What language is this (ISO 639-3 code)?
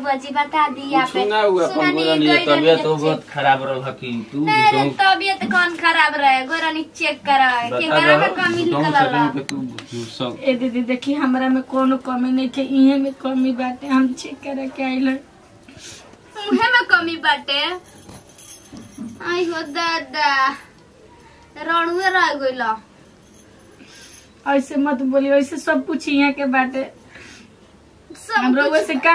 bho